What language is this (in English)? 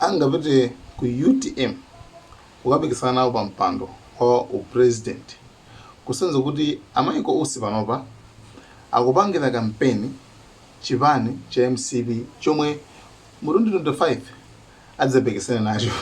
Nyanja